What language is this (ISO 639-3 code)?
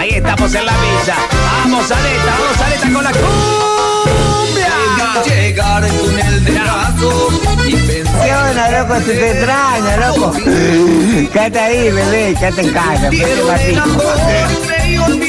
spa